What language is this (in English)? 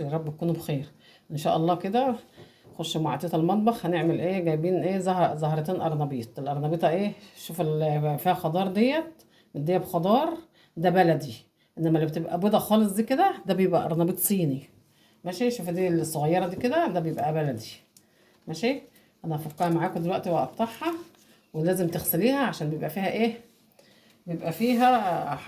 Egyptian Arabic